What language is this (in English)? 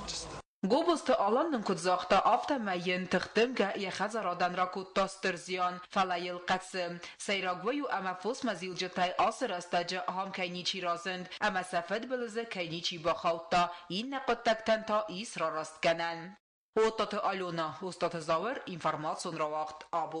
Ossetic